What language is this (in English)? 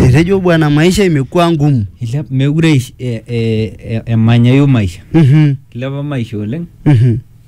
Swahili